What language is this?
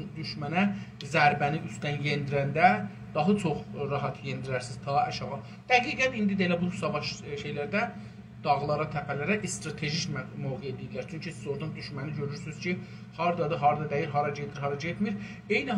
South Azerbaijani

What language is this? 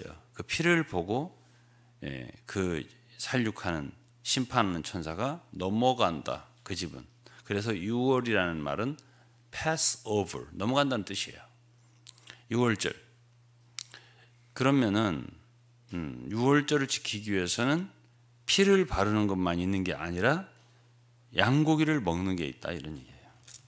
Korean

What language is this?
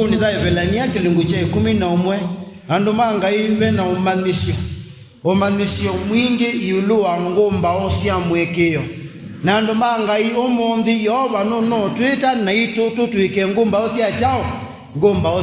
Kamba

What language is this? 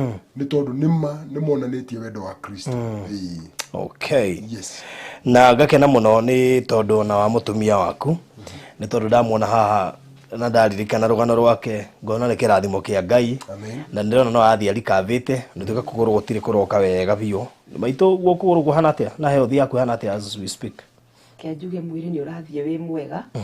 Kikuyu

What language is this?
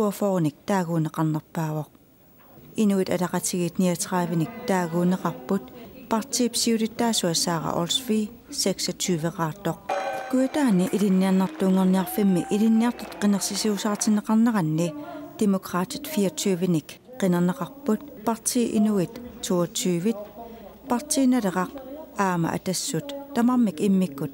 Kalaallisut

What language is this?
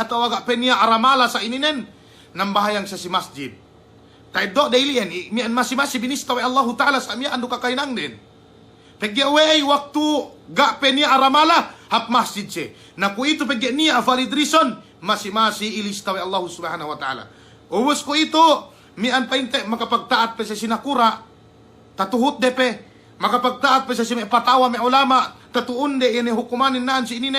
Yakan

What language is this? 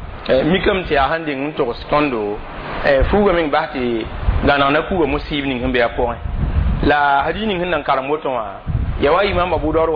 Mossi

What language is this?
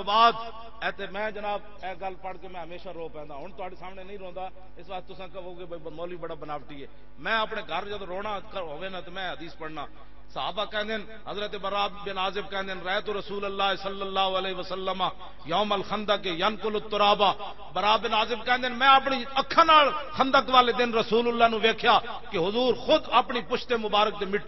Western Panjabi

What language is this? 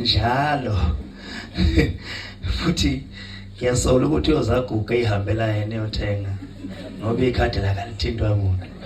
Zulu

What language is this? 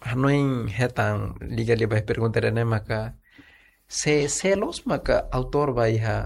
Tetum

